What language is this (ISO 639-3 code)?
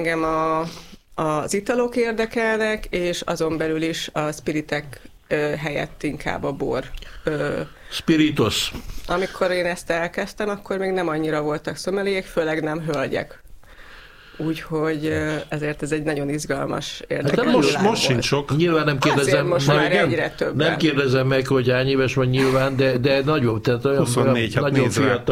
hun